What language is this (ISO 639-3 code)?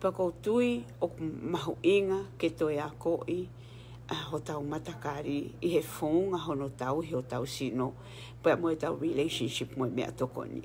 ton